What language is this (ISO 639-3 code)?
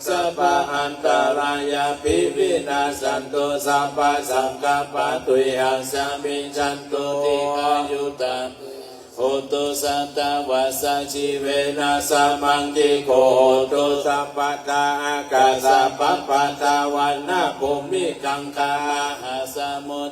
pli